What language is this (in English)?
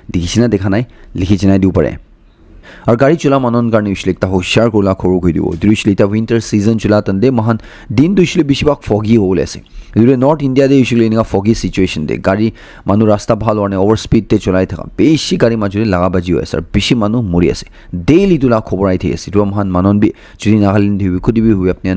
Naga Pidgin